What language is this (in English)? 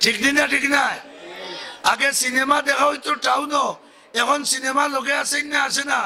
Sylheti